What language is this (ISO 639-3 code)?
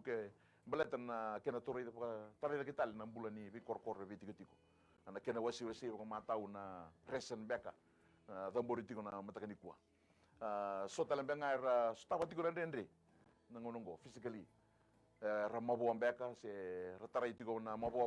fij